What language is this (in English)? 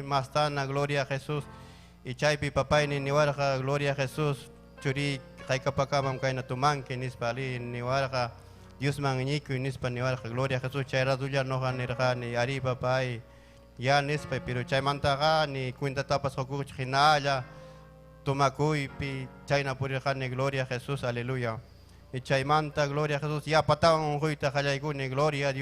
Ayacucho Quechua